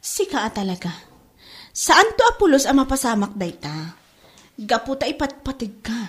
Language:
Iloko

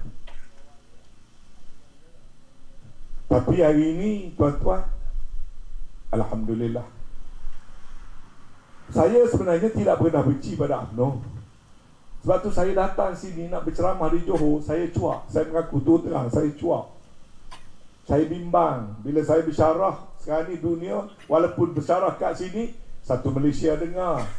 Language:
Malay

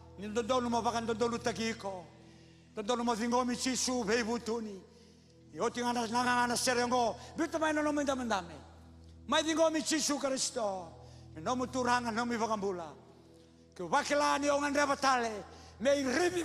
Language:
Fijian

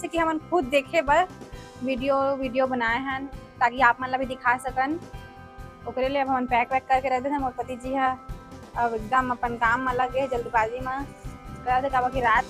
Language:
Chhattisgarhi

